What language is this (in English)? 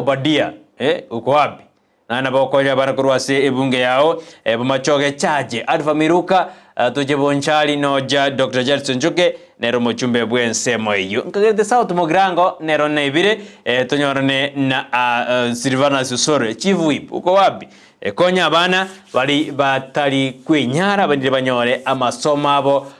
Gusii